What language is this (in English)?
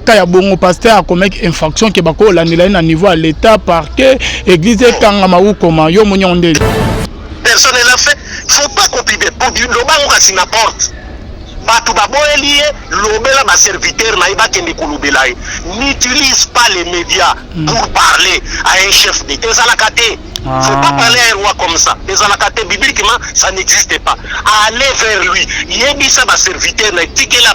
Lingala